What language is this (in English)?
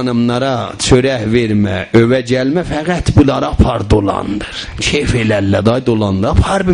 South Azerbaijani